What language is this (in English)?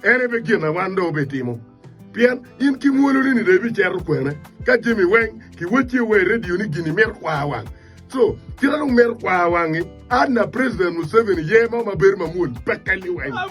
Acoli